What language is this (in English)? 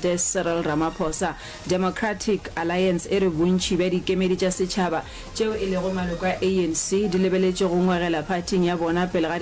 Northern Sotho